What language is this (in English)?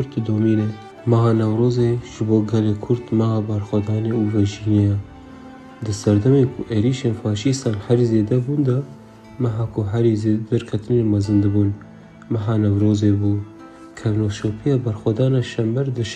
Kurdish